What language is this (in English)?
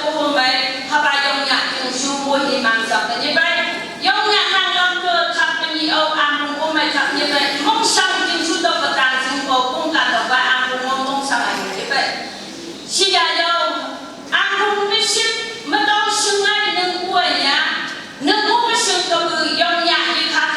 Phom Naga